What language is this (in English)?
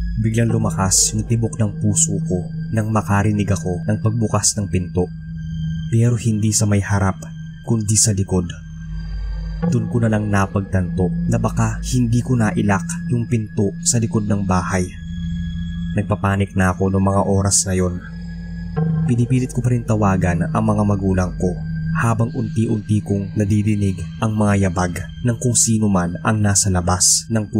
Filipino